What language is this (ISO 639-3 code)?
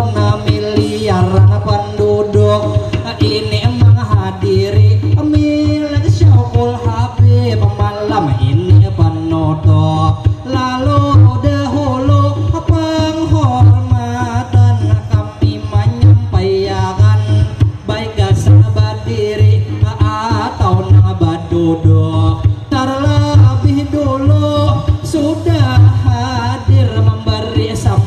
bjn